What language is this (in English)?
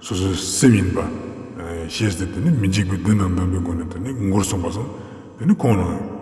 Ladakhi